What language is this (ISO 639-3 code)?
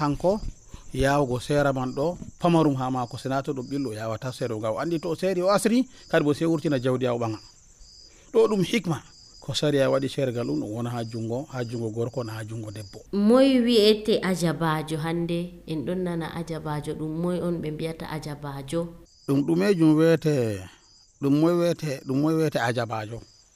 fuv